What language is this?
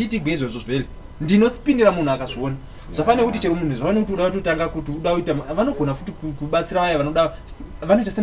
Shona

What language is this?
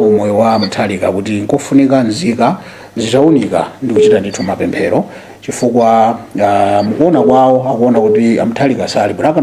Nyanja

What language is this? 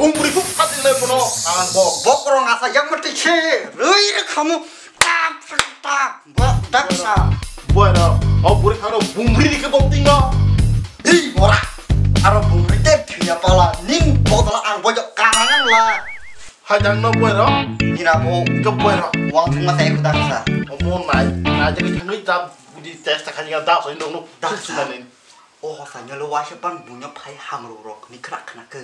Kok Borok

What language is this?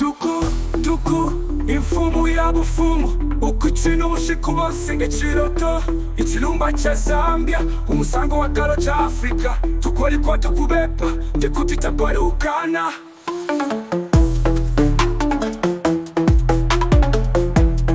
Bemba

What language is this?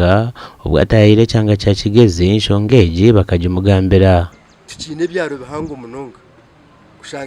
Nyankole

